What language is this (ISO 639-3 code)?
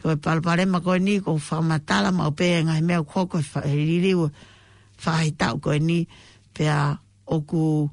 ton